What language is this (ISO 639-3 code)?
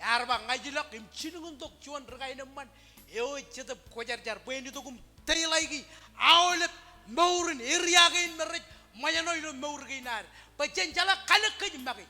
mah